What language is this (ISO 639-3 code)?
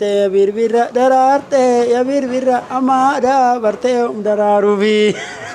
orm